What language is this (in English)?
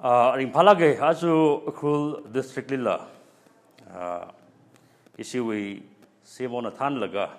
Tangkhul Naga (India)